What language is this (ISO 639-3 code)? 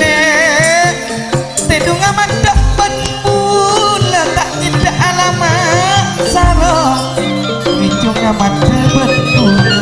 mad